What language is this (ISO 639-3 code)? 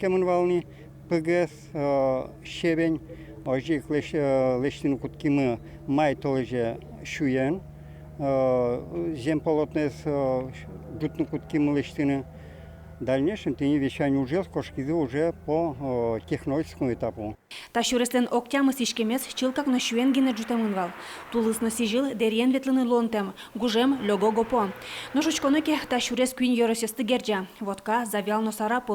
udm